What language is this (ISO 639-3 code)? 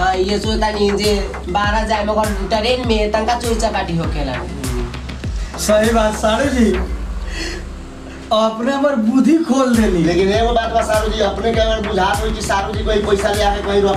bho